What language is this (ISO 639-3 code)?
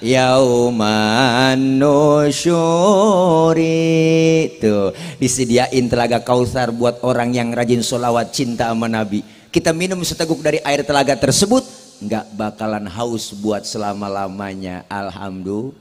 bew